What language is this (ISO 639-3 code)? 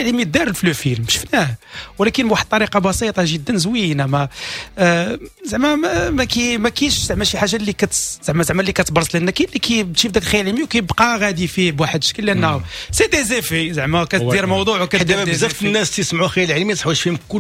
ary